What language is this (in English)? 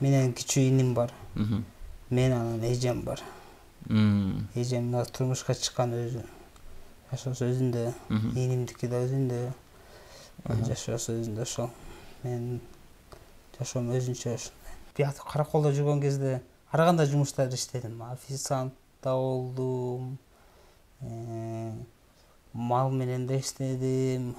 Kyrgyz